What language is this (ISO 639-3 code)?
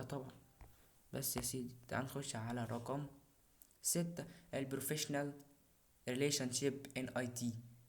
arz